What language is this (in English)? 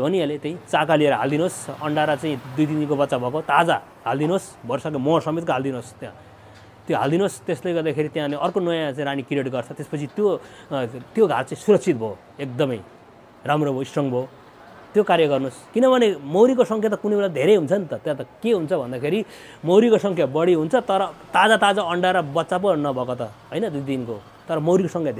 Nepali